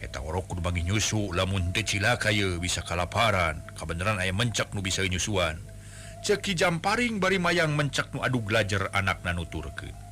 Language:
Sundanese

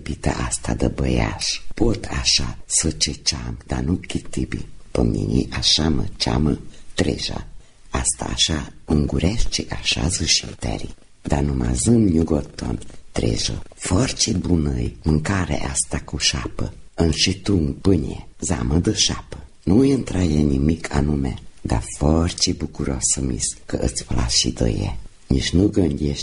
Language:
Romanian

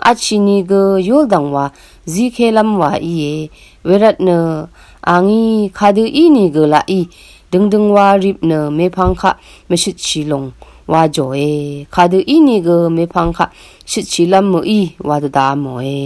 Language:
Rawang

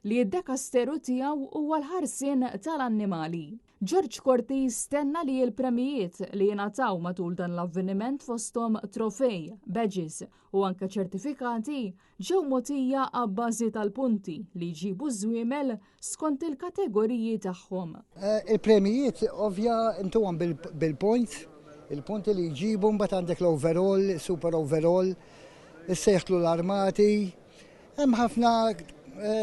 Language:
Maltese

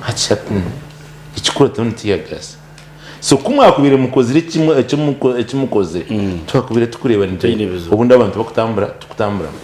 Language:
Nyankole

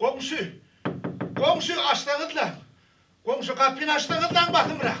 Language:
Turkmen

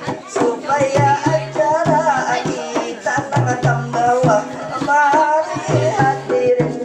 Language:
Banjar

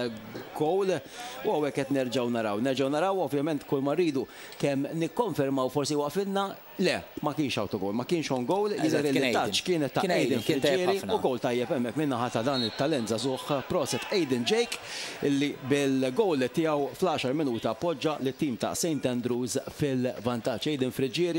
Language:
Maltese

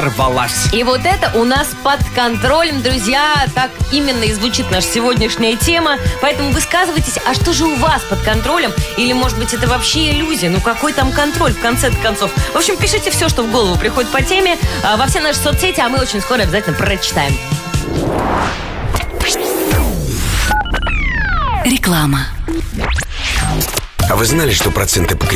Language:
Russian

